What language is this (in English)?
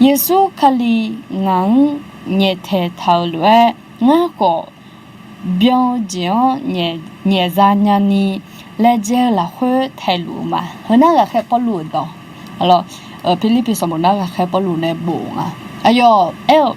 Akha